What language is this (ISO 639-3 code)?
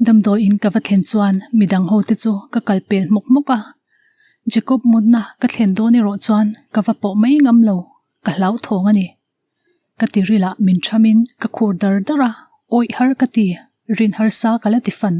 lus